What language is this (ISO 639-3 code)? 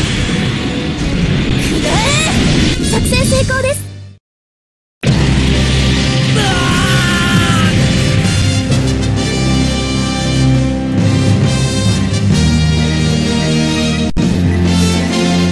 jpn